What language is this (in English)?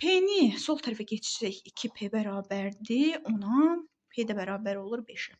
Azerbaijani